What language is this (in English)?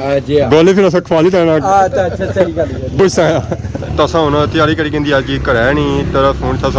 Pahari-Potwari